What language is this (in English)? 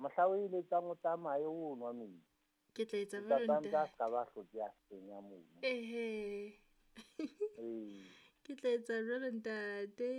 Southern Sotho